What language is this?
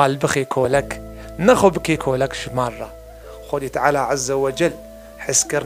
Kurdish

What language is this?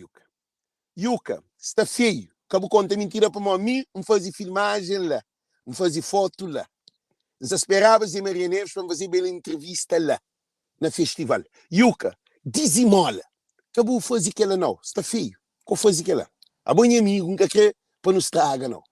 Kabuverdianu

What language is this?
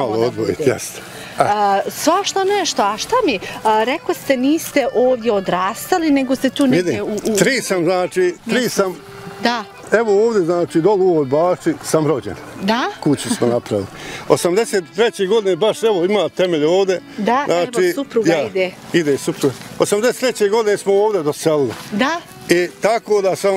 Bosnian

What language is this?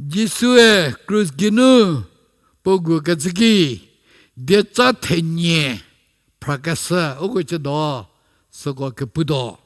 Angami Naga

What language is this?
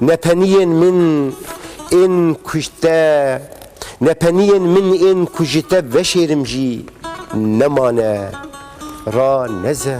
Kurdish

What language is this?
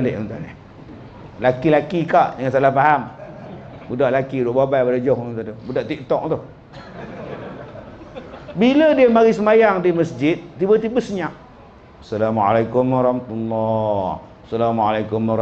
Malay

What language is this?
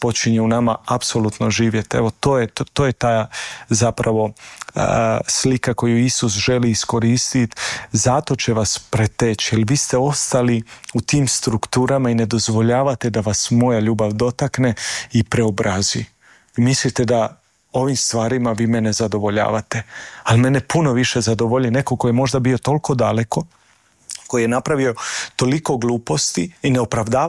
Croatian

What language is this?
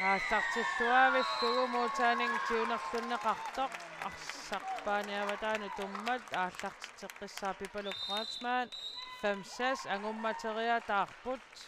Kalaallisut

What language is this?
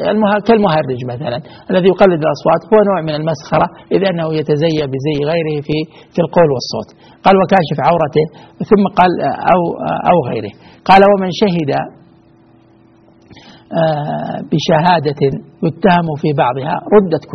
Arabic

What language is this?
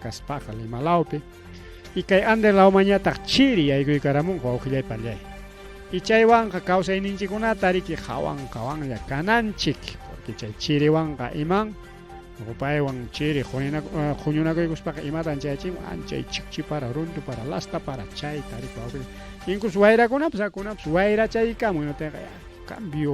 Ayacucho Quechua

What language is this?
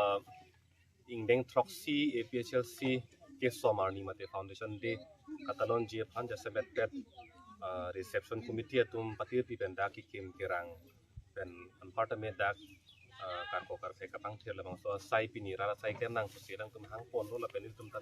Karbi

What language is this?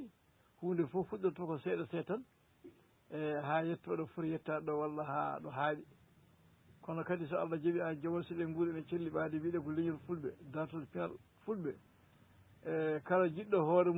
Fula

